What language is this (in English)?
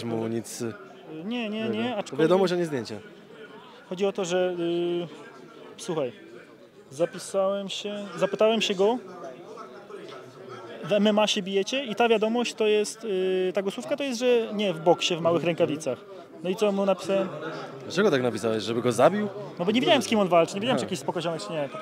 Polish